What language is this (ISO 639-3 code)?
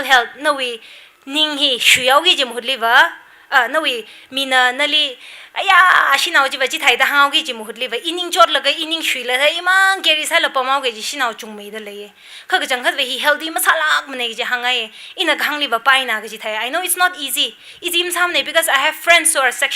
nmf